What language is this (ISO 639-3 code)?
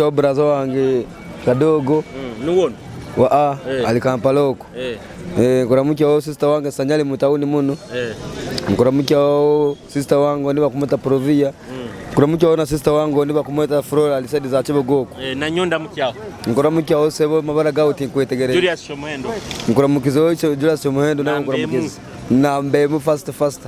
nyo